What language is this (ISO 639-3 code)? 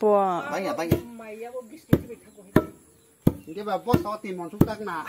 trp